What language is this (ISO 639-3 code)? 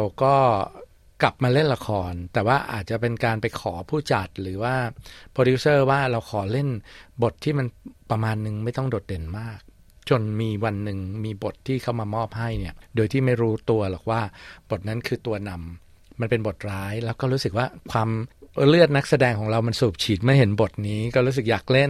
tha